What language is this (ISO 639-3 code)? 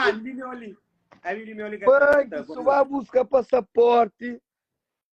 kea